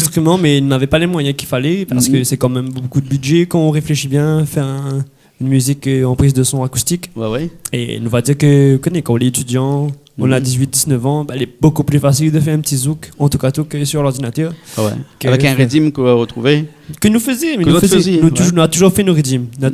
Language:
Réunion Creole French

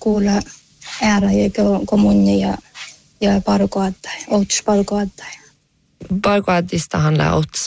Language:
Northern Sami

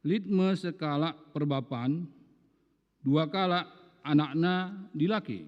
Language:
Batak Karo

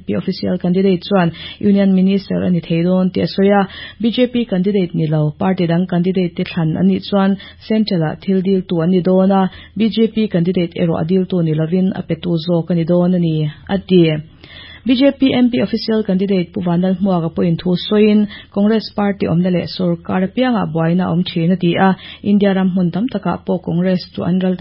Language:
Mizo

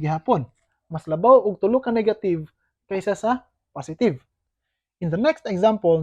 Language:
Cebuano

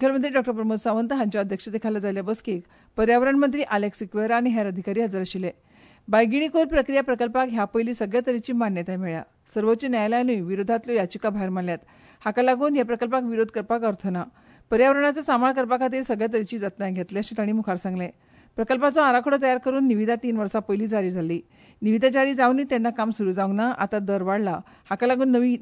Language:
Konkani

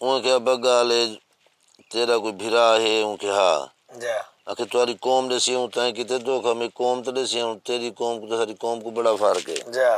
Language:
Saraiki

